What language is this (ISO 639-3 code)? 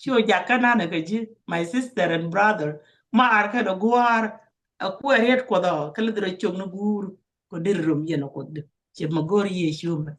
nus